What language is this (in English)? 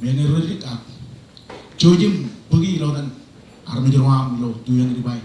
Marshallese